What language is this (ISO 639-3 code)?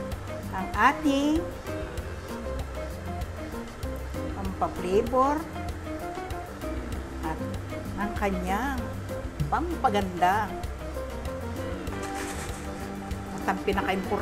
fil